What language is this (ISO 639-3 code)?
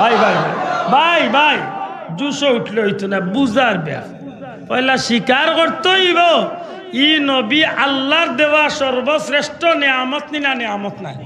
syl